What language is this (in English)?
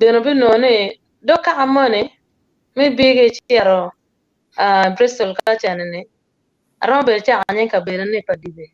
Acoli